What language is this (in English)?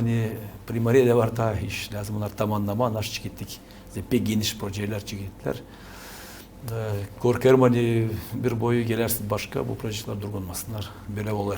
Gagauz